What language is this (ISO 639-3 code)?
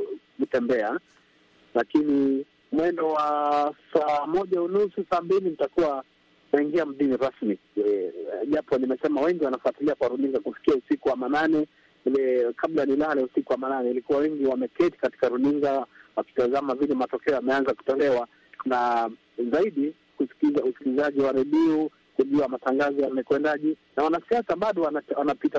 swa